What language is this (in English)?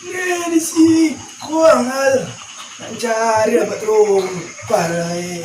Minangkabau